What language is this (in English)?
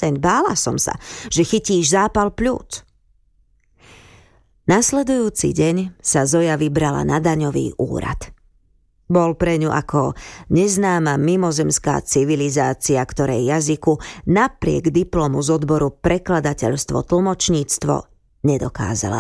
Slovak